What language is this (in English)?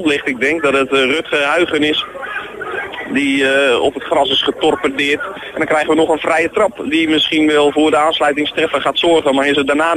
Dutch